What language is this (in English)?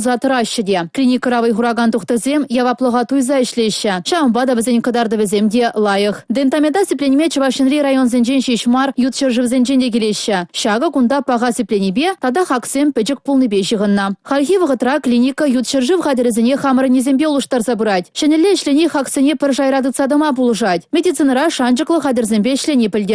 Chuvash